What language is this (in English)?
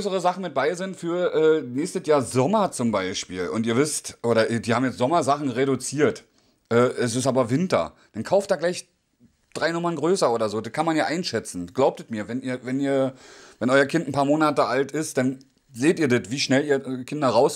German